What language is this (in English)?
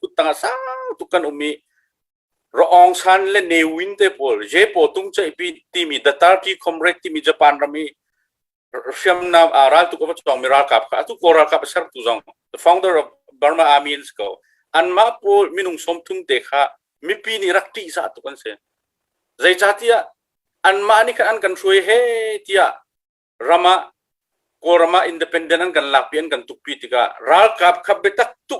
Hakha Chin